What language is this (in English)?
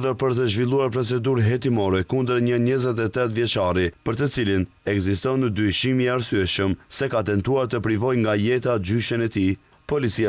Albanian